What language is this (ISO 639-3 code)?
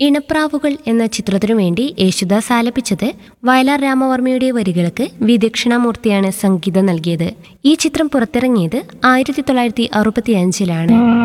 mal